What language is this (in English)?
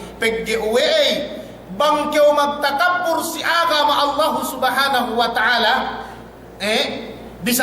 Yakan